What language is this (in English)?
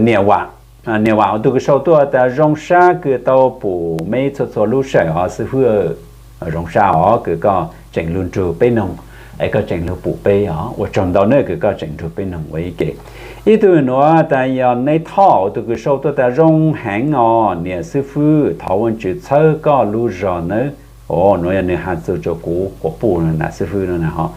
Hmong